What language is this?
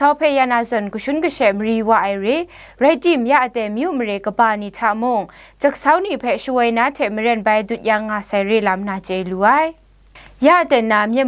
Kachin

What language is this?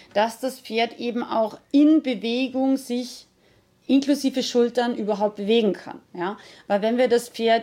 German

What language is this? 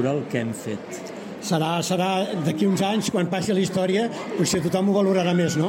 Catalan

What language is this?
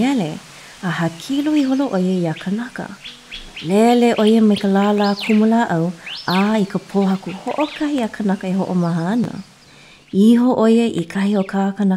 Hawaiian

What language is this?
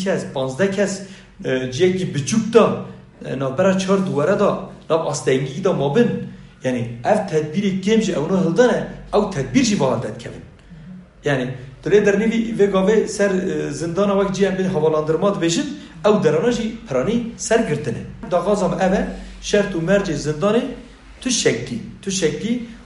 Kurdish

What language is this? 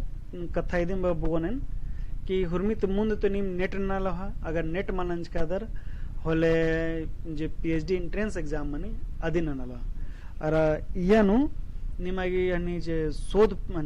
Kurukh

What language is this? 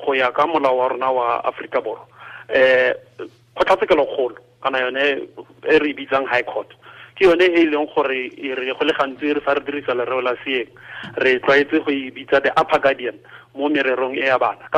Tswana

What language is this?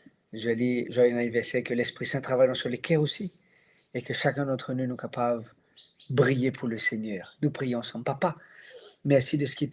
Morisyen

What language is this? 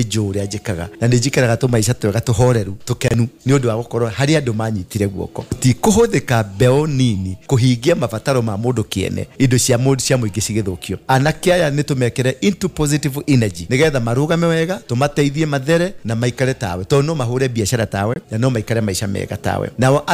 Kikuyu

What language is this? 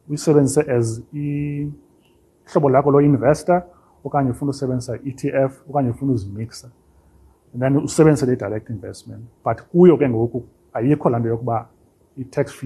Xhosa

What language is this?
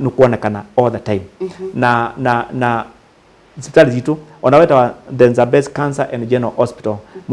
Kamba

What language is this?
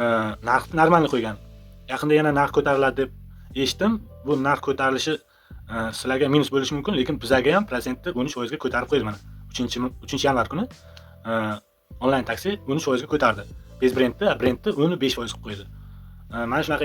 Uzbek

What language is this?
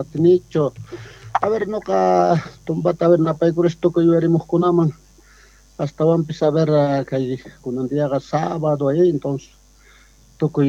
Quechua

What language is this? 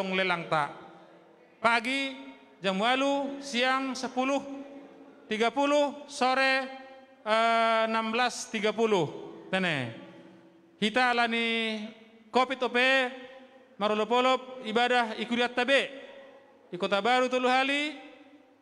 Batak Simalungun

